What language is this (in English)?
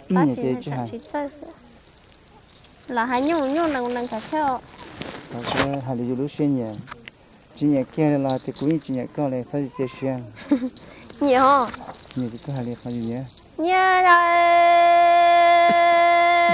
Vietnamese